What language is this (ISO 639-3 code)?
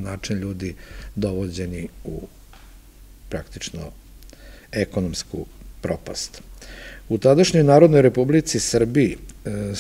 srp